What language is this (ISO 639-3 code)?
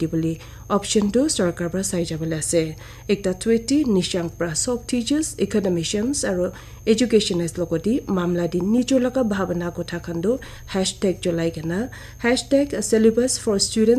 nag